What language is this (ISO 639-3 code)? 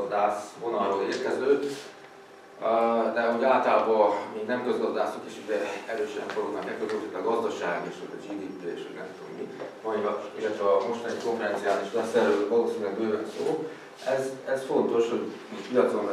hun